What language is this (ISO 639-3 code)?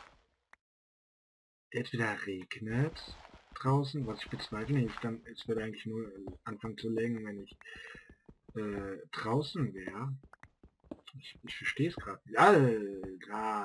deu